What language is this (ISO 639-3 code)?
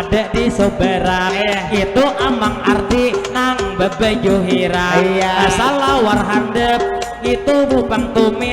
bjn